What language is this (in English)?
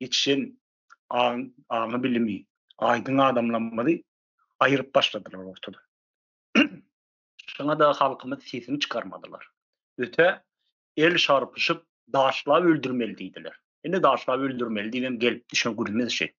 Turkmen